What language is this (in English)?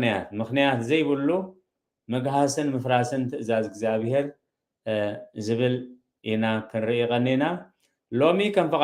Tigrinya